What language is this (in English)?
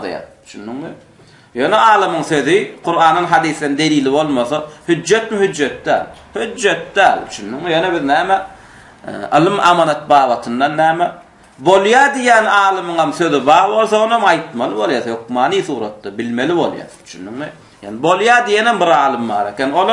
Turkmen